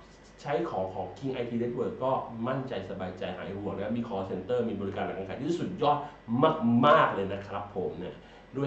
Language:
Thai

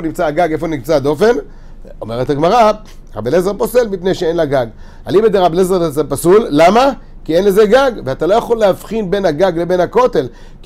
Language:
Hebrew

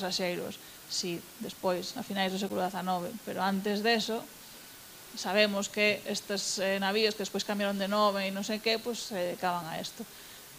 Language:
Galician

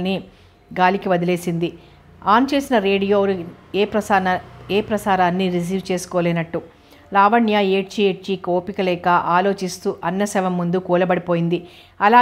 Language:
Telugu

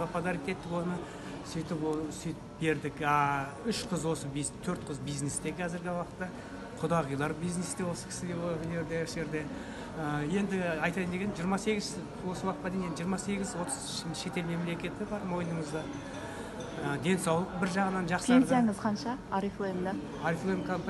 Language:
Kazakh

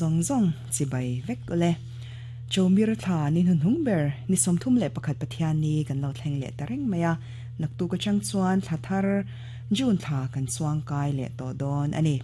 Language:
Mizo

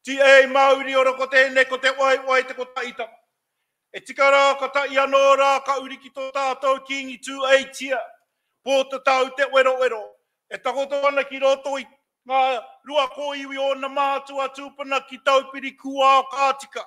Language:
Māori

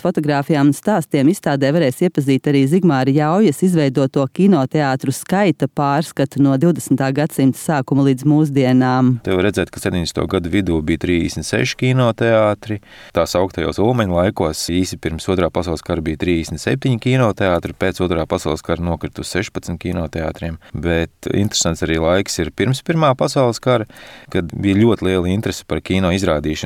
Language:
Latvian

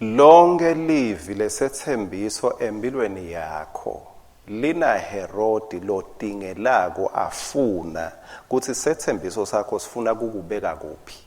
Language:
Swati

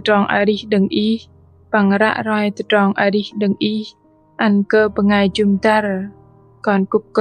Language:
Bahnar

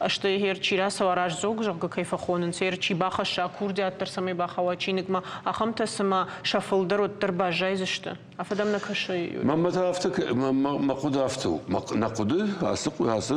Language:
Ossetic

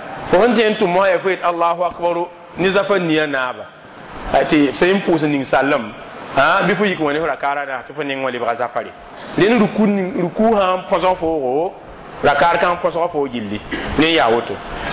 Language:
Mossi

